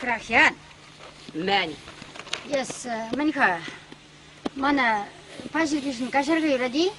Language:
Chuvash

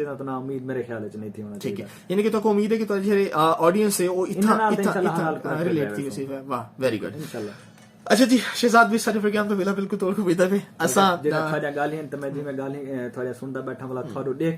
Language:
Saraiki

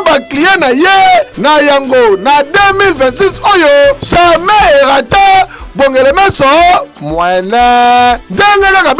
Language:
Lingala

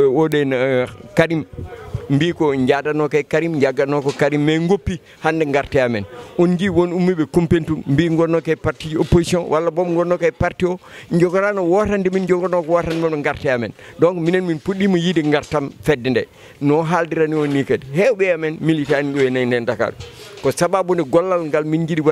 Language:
Fula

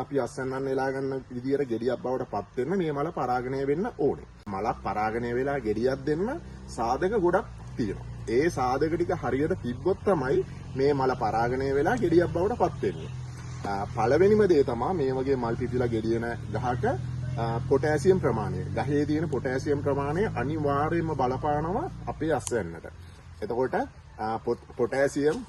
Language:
Sinhala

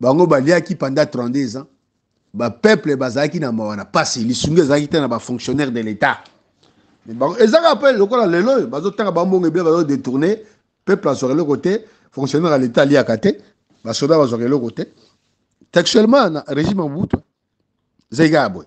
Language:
Lingala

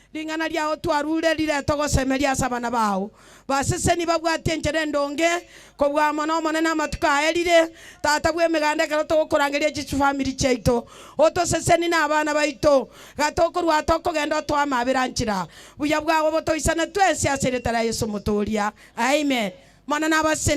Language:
Gusii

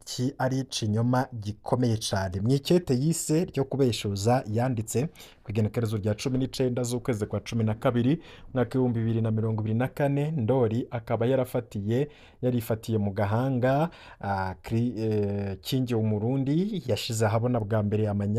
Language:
Rundi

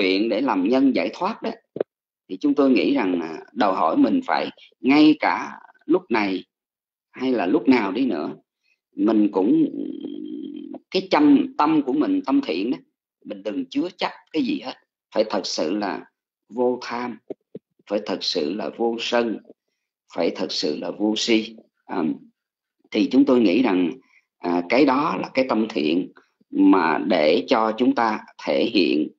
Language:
Vietnamese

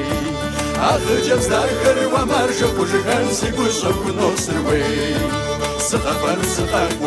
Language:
Kabardian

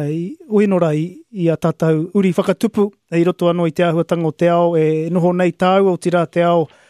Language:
Māori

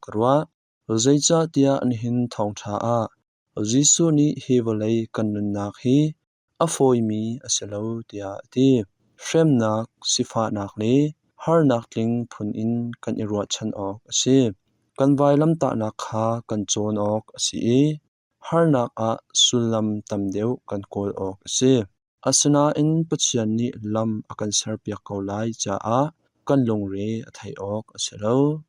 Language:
Hakha Chin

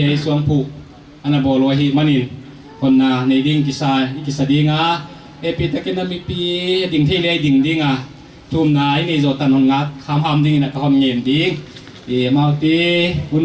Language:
Paite Chin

